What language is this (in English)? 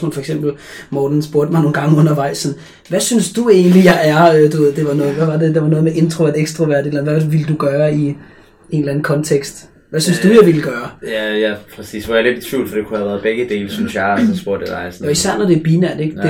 Danish